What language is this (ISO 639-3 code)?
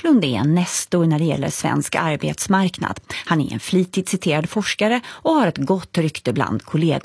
swe